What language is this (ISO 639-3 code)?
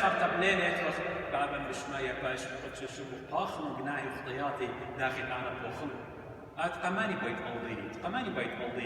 aii